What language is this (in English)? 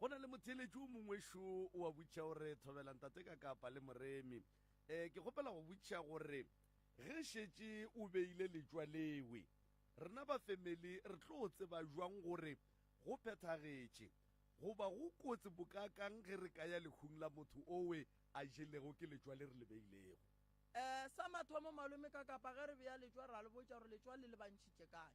Northern Sotho